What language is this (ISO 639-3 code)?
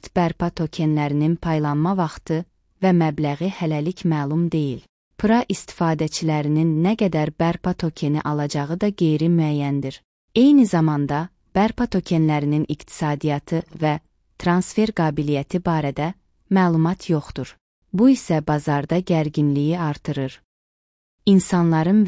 aze